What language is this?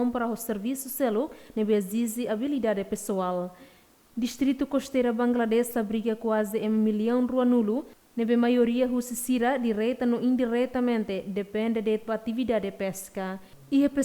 Tetum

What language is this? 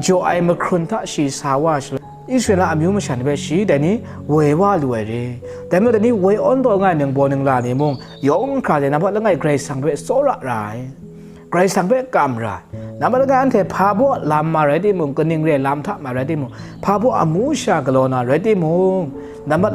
Kachin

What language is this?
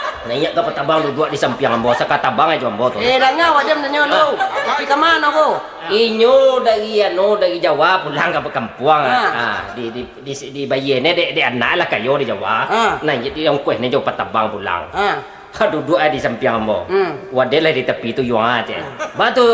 Minangkabau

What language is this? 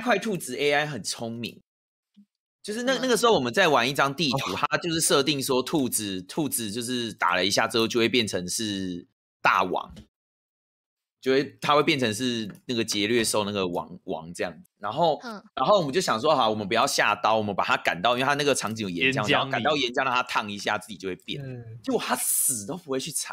Chinese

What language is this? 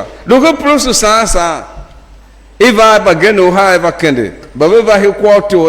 Tiv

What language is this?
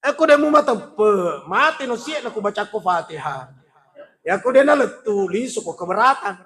Buginese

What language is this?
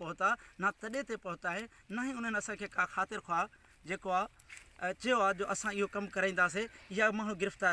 Sindhi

